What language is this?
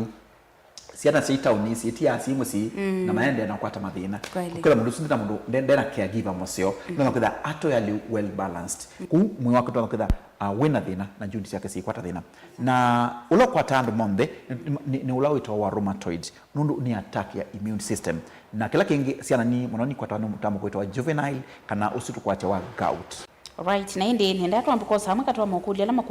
Kamba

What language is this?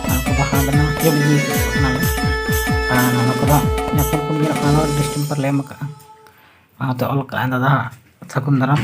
Santali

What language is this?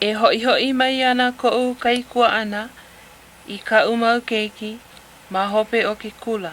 Hawaiian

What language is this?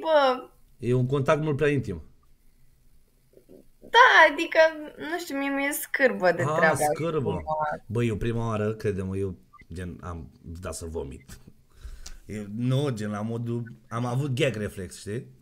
Romanian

